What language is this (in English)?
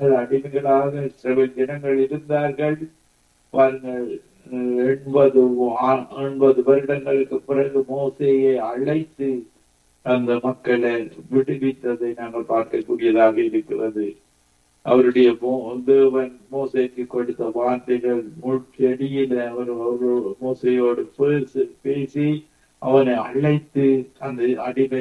Tamil